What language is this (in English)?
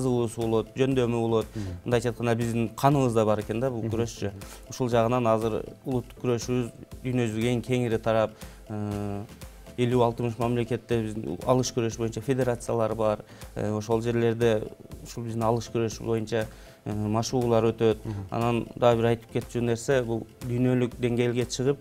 Kyrgyz